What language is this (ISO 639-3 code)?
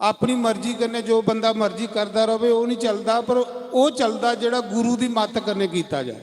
doi